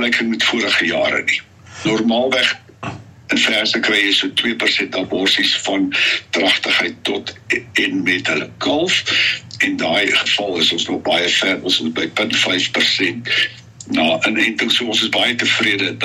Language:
Afrikaans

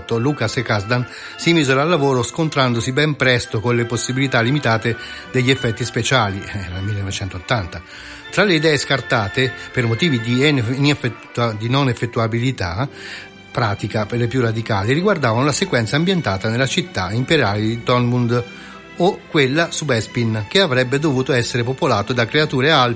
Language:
Italian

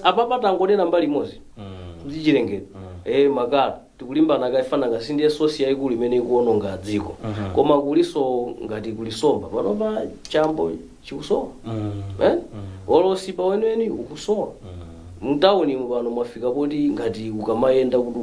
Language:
Nyanja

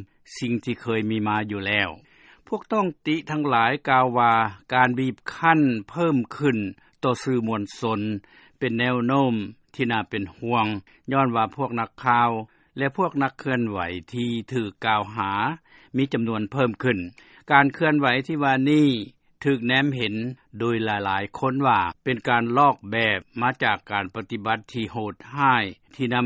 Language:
Lao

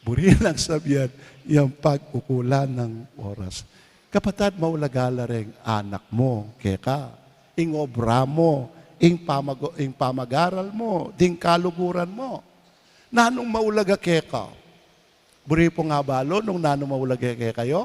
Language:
Pampanga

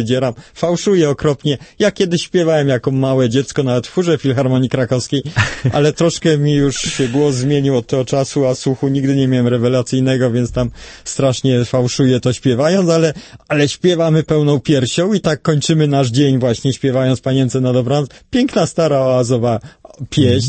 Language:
Polish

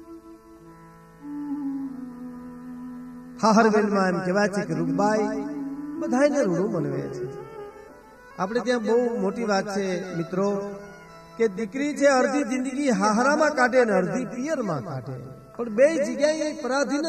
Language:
Gujarati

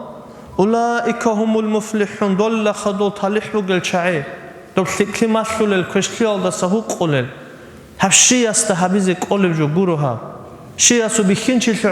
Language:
Avaric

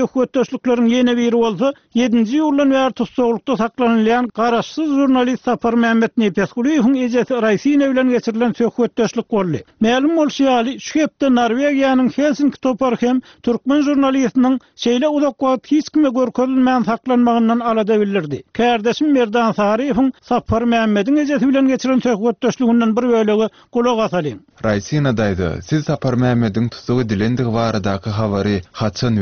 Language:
Turkmen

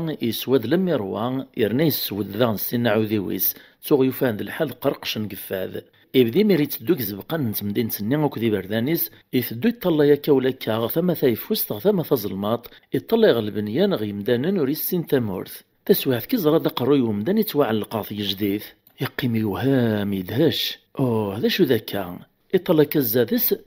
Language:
Kabyle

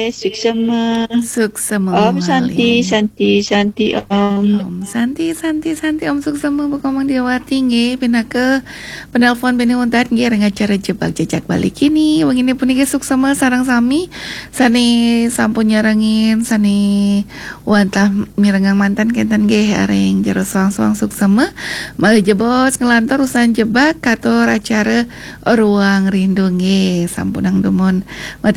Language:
Balinese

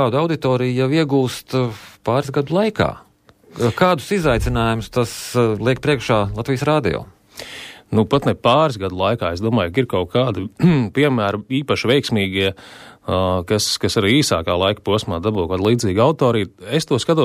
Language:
Latvian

